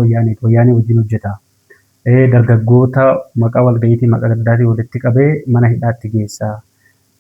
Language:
Oromo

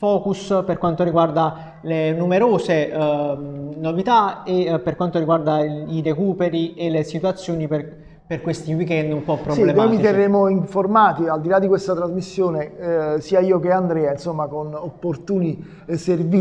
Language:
Italian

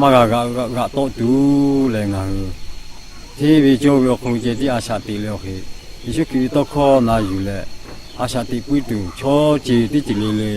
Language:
Lahu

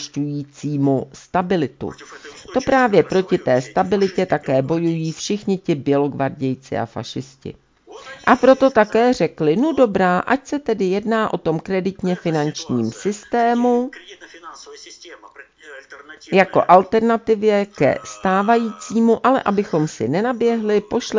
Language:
Czech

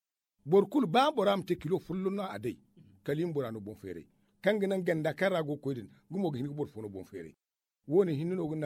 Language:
Zarma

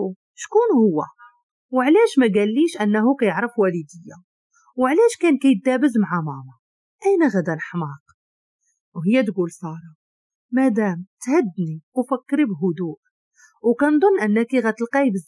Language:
Moroccan Arabic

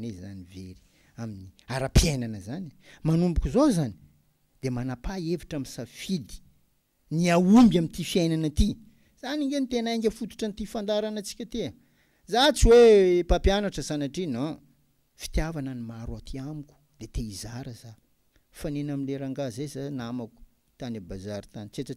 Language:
Malagasy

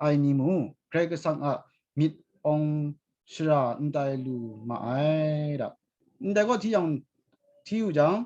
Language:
Kachin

